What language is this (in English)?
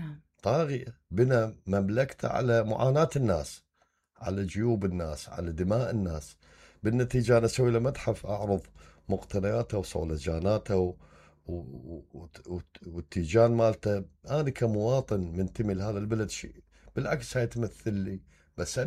Mesopotamian Arabic